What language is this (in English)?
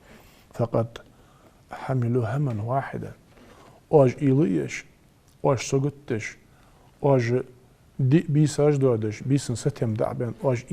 Ingush